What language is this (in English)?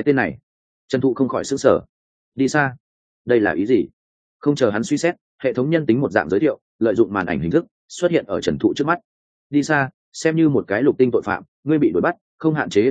Vietnamese